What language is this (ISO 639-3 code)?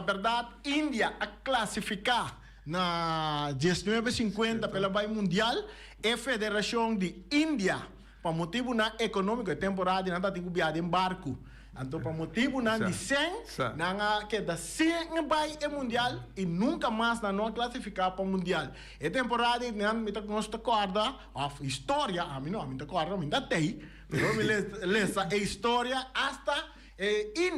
pap